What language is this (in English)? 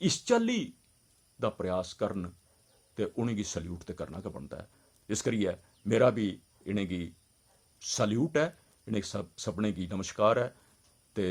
Dogri